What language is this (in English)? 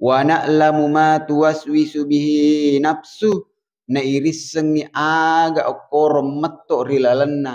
Buginese